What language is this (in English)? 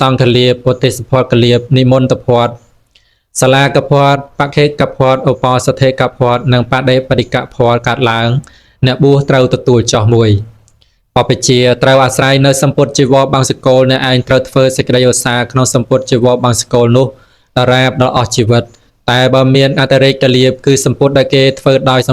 Khmer